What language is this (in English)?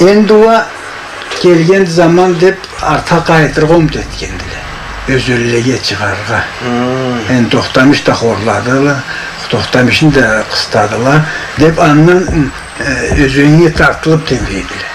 Karachay-Balkar